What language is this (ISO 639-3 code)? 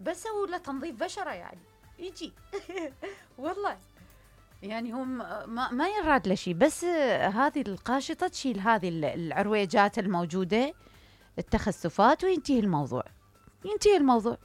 acm